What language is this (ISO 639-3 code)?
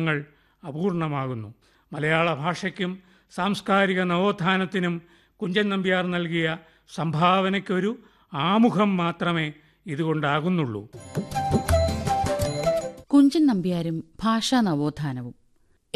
mal